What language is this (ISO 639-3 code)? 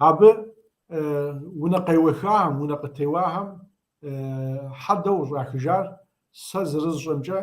kbd